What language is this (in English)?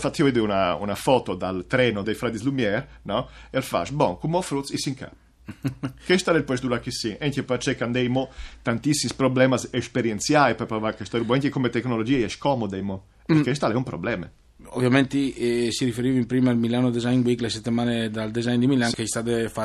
Friulian